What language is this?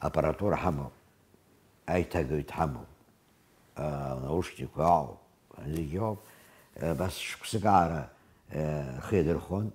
Abkhazian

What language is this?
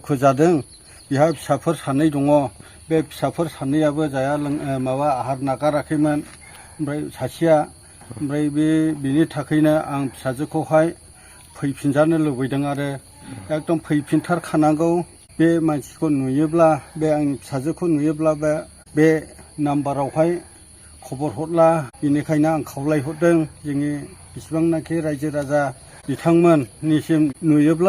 Bodo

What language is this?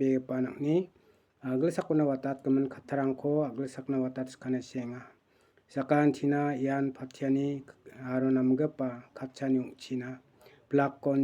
Garo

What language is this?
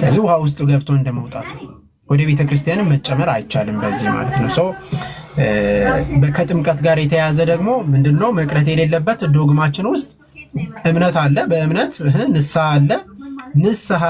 Amharic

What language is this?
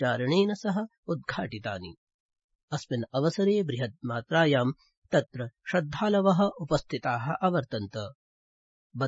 Sanskrit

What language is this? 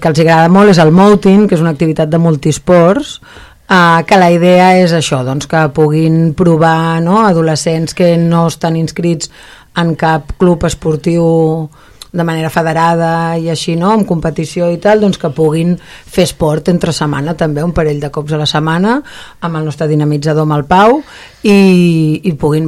Catalan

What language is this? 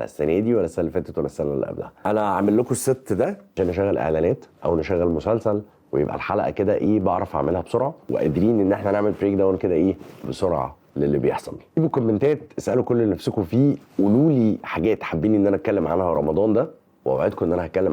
Egyptian Arabic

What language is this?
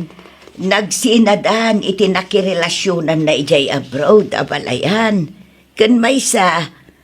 Iloko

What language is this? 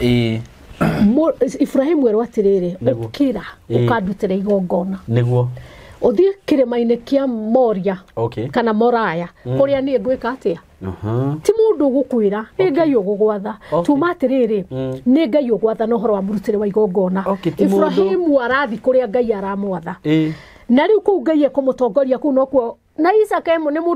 Kikuyu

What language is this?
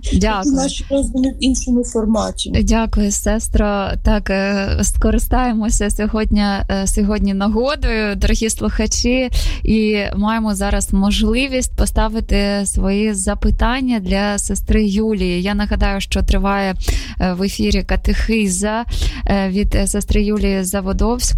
Ukrainian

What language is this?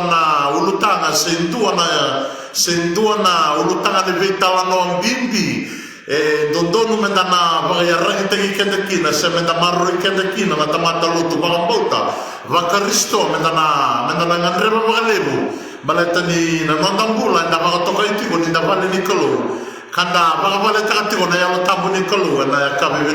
Fijian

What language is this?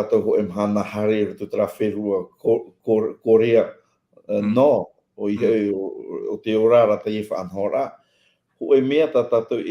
Tahitian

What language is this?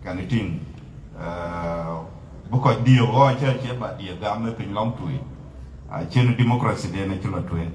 Dinka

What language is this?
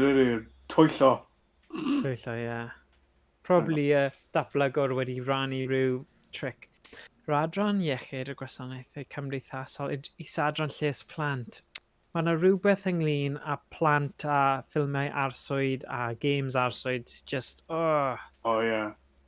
Welsh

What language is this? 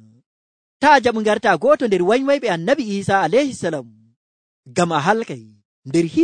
Nigerian Fulfulde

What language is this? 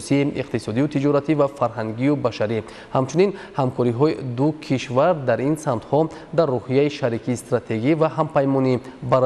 Tajik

